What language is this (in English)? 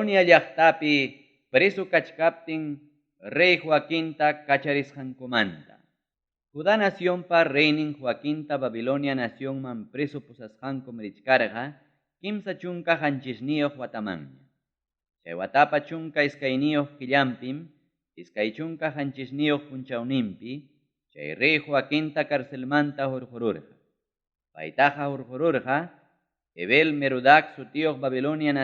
Ayacucho Quechua